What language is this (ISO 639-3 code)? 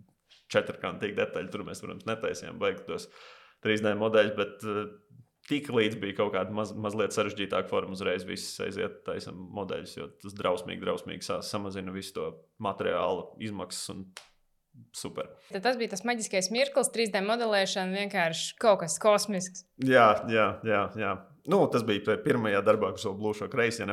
lav